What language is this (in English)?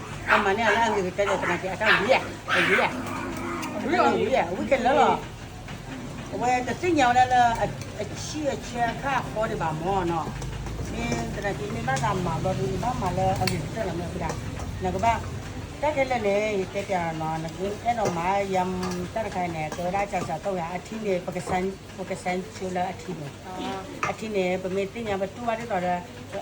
S'gaw Karen